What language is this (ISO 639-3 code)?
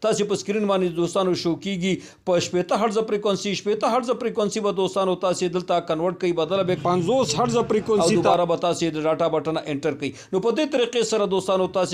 pus